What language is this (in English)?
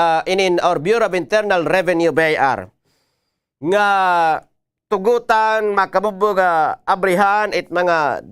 Waray